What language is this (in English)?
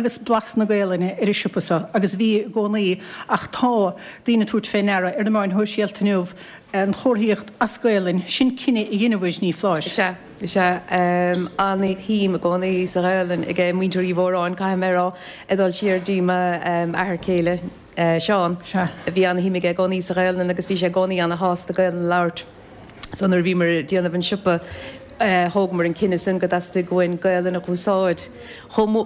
Irish